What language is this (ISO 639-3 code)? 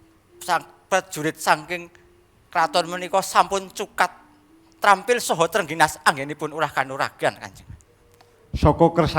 jav